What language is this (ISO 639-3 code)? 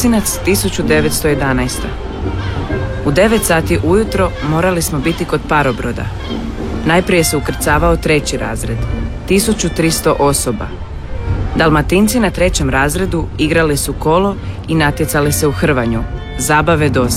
hrv